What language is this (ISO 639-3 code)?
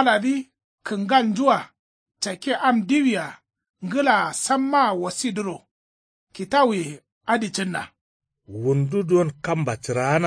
kau